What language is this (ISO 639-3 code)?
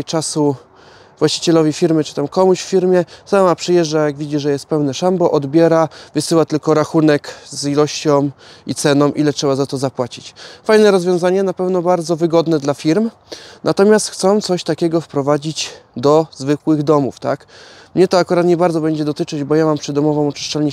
pol